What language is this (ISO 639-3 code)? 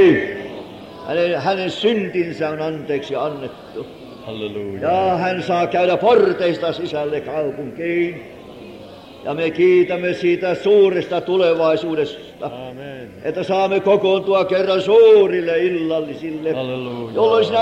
fin